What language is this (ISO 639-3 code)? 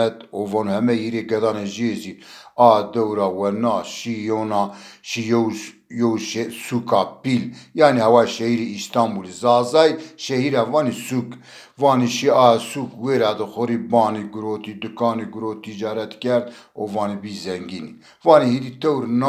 zza